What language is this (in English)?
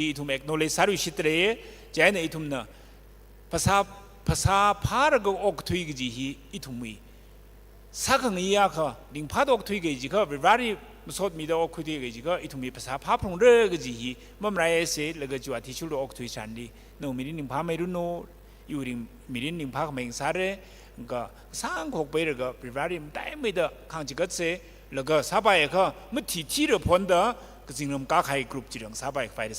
Tangkhul Naga (India)